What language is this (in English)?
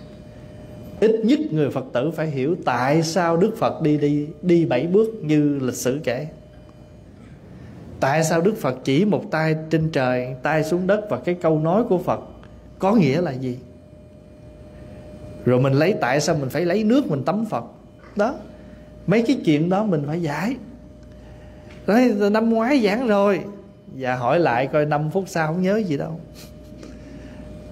Vietnamese